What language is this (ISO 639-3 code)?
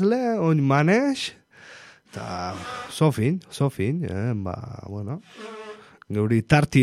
eus